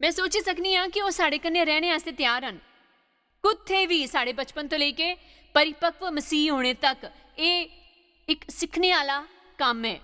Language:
Dogri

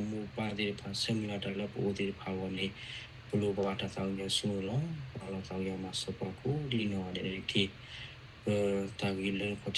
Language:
S'gaw Karen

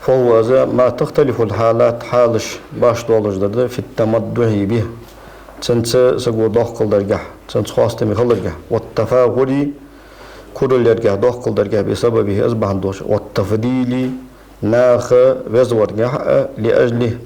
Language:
Ingush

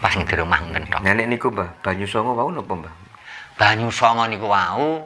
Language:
Javanese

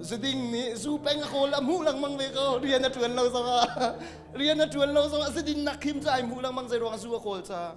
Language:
Hakha Chin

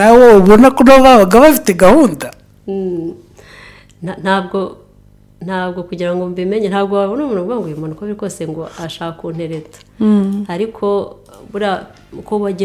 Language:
Kinyarwanda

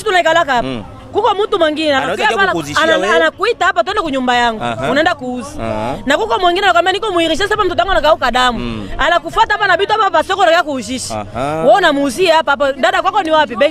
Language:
Swahili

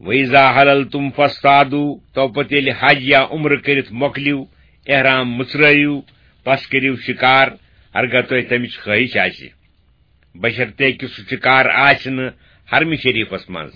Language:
Kashmiri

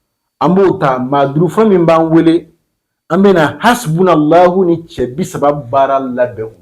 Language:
Bambara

